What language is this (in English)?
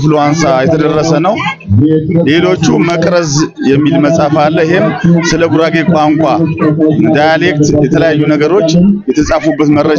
Amharic